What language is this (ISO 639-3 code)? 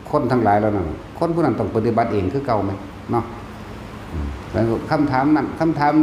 tts